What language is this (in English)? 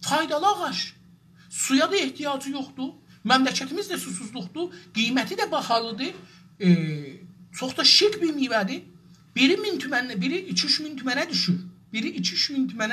South Azerbaijani